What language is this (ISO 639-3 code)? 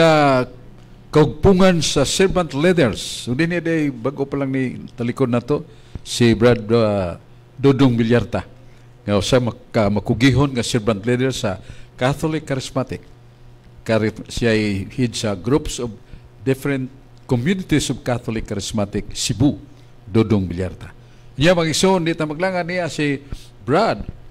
ceb